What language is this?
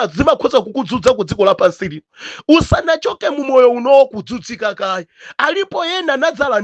Nyanja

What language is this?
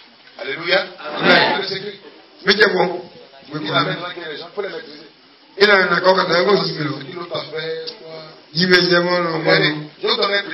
French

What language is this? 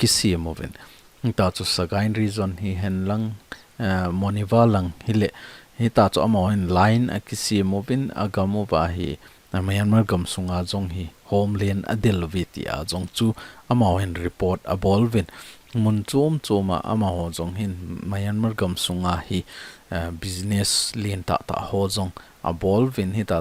Thado Chin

